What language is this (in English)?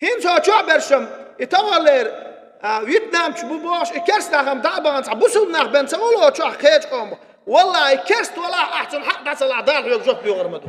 Chechen